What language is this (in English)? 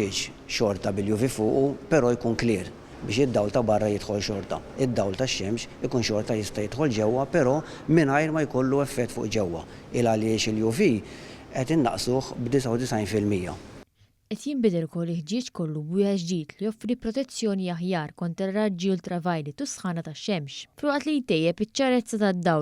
Maltese